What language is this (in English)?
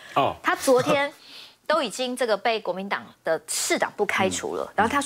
Chinese